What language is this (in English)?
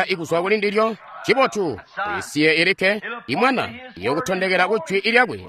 Tonga (Zambia)